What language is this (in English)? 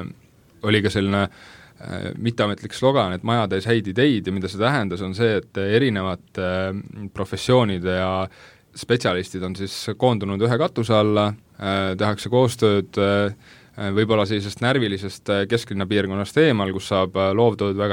Estonian